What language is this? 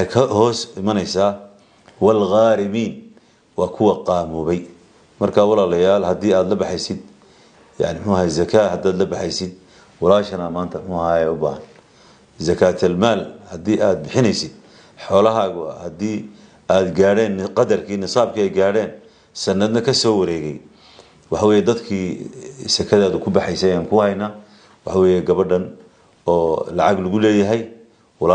Somali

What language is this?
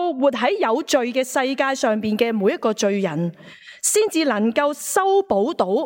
Cantonese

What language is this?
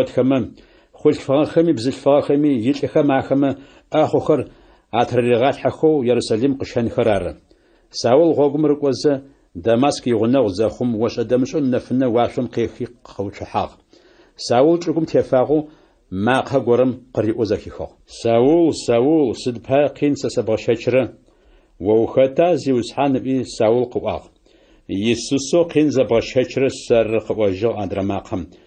Adyghe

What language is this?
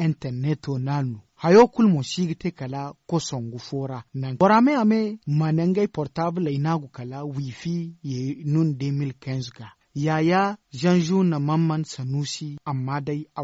Zarma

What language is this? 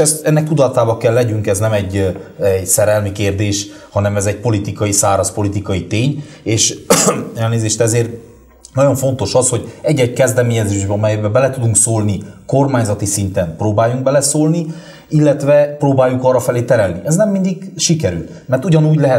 Hungarian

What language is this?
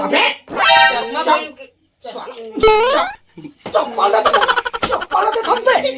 Chhattisgarhi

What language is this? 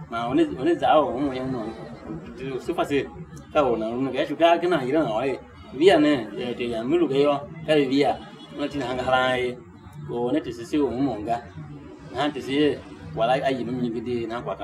Tiv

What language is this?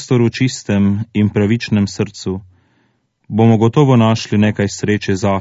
Slovenian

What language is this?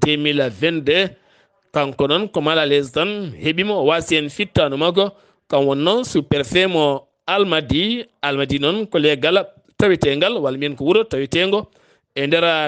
Fula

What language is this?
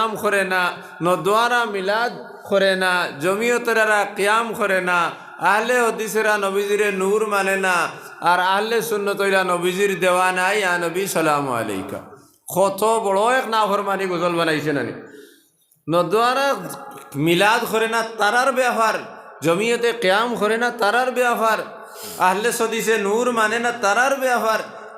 Sylheti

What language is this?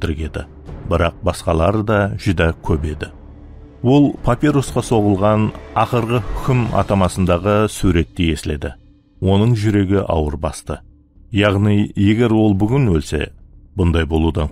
Kara-Kalpak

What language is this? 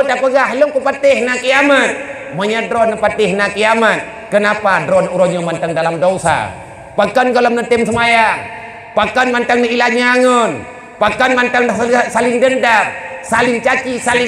Achinese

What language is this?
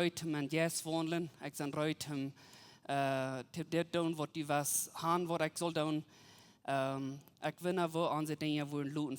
Plautdietsch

